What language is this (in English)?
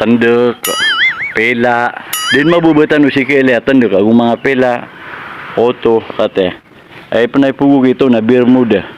Maranao